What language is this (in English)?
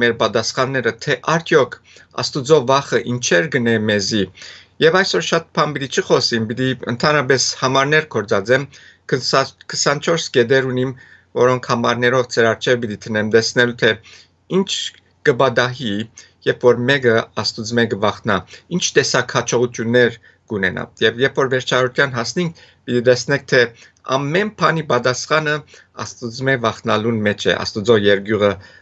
Western Armenian